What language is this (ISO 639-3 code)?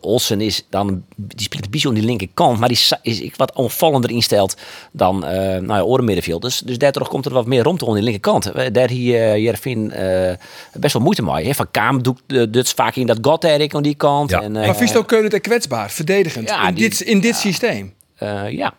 fry